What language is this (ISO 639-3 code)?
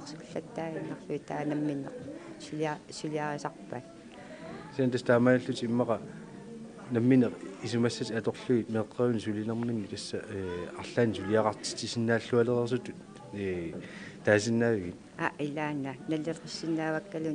kal